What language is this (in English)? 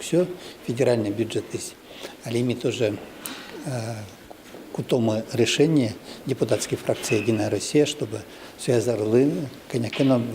Udmurt